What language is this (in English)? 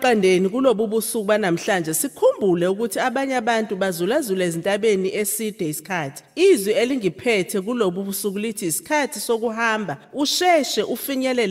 Zulu